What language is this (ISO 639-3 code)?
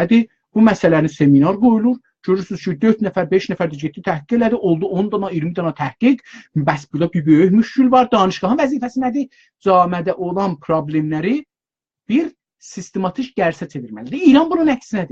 azb